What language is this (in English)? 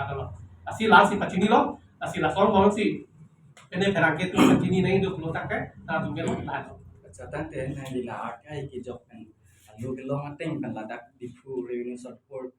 Karbi